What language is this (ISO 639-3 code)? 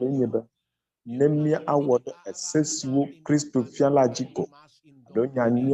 ewe